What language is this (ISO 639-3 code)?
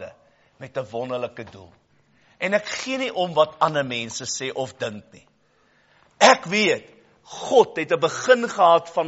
afr